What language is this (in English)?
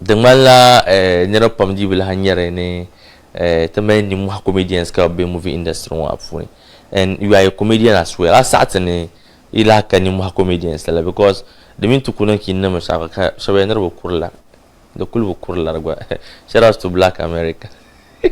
Dagbani